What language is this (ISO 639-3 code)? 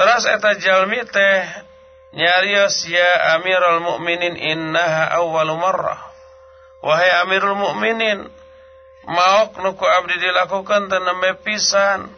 sun